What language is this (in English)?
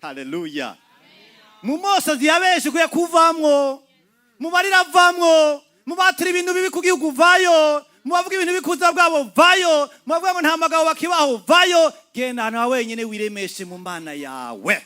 Rundi